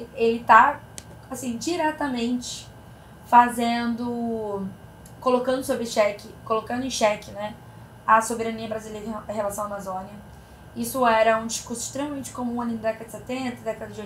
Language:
Portuguese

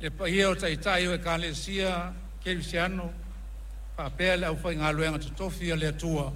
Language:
Samoan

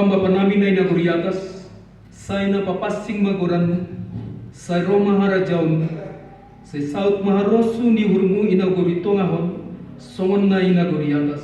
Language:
Batak Simalungun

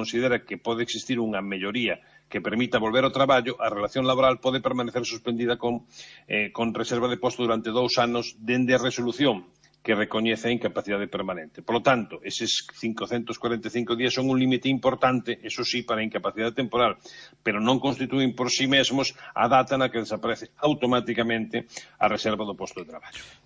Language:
Galician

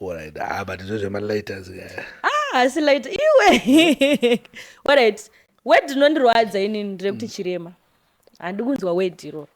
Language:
Shona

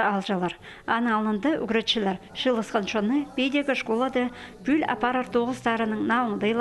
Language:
Khakas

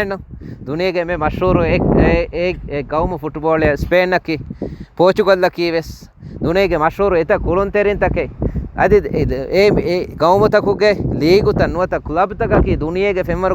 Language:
Divehi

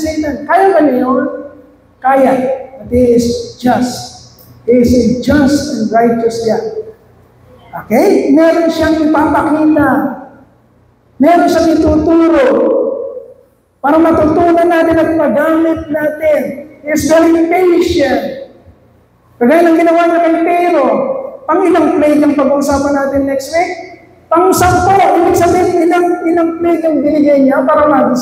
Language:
Filipino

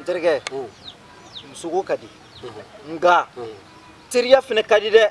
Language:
Bambara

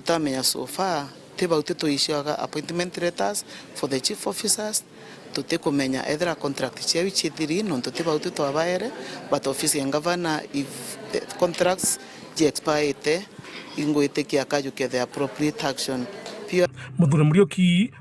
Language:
Meru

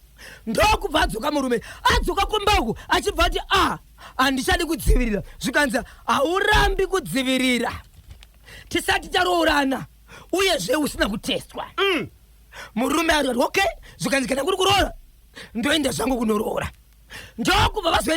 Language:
Shona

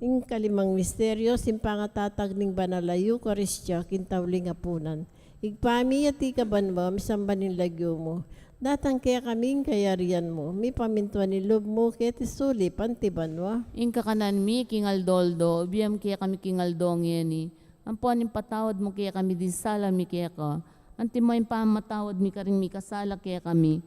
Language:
Pampanga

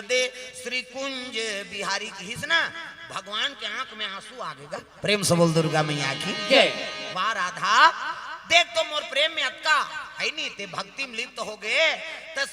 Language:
Chhattisgarhi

